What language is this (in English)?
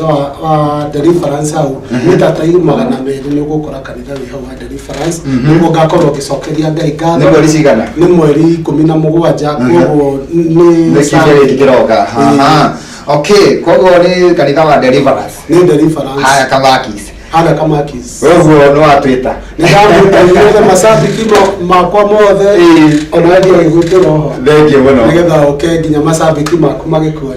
Kikuyu